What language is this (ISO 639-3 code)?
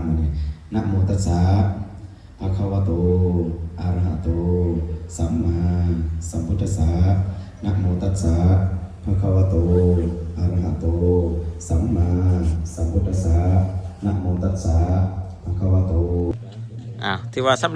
lao